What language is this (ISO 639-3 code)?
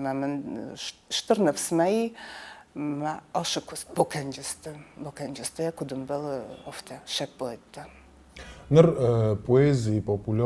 oss